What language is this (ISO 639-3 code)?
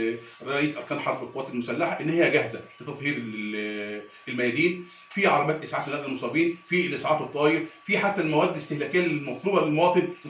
arz